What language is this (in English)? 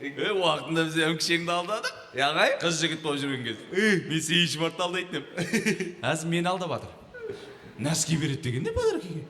Kara-Kalpak